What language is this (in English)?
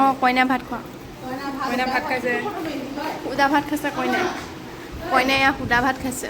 Assamese